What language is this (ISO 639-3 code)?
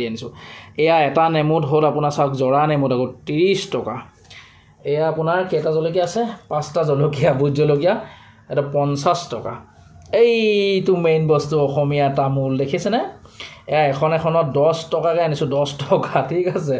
asm